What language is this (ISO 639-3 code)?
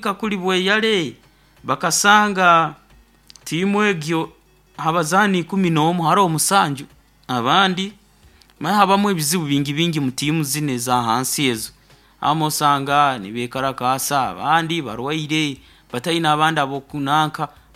nyo